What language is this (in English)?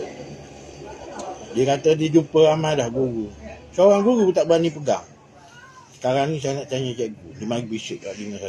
Malay